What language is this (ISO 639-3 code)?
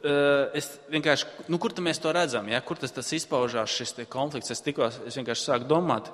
lav